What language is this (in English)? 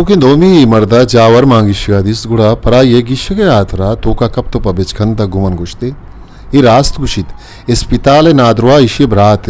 Eastern Balochi